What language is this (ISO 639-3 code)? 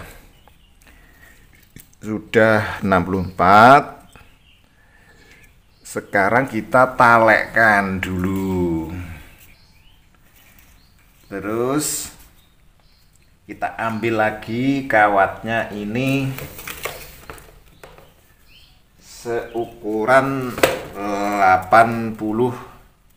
ind